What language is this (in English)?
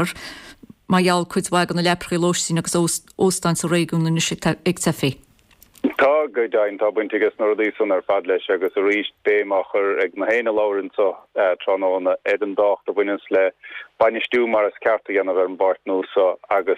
Irish